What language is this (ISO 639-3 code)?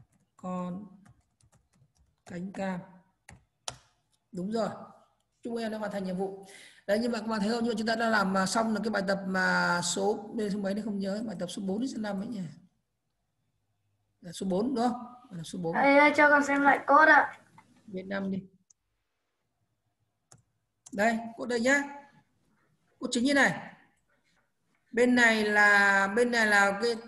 vie